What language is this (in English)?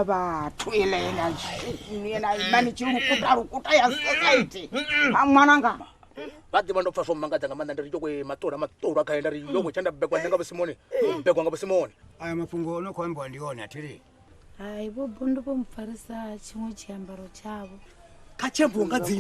Venda